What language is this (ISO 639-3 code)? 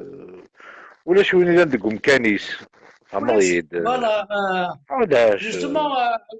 kab